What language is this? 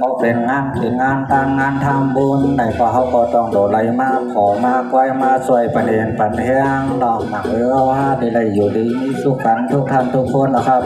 Shan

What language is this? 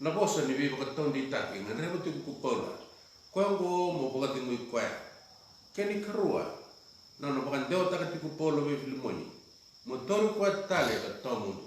Fijian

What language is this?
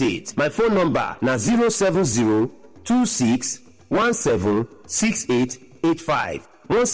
Nigerian Pidgin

